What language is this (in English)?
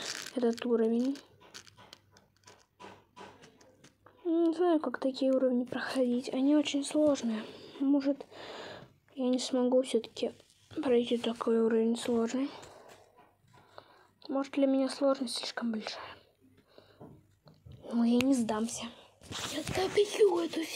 Russian